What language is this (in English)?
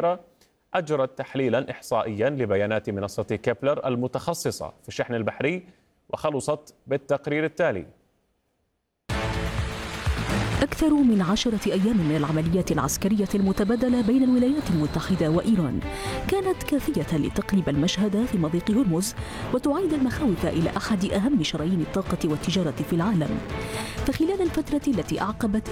Arabic